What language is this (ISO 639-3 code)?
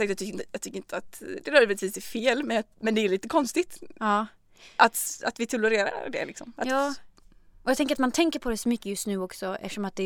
swe